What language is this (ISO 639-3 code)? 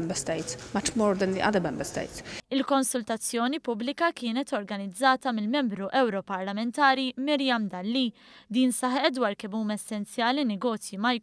mlt